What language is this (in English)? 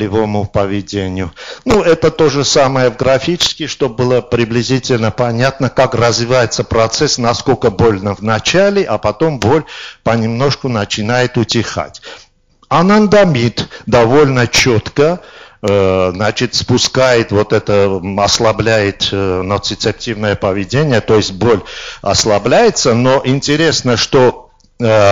Russian